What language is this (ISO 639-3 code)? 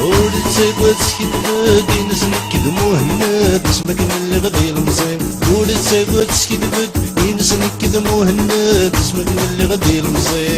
kab